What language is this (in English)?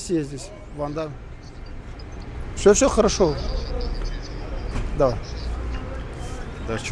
Russian